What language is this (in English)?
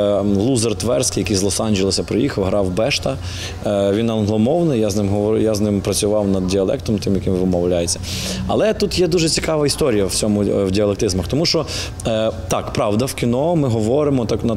Ukrainian